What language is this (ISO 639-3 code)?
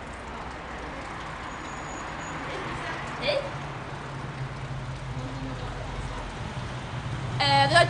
swe